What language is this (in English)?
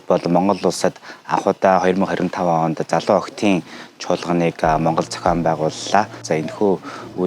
Mongolian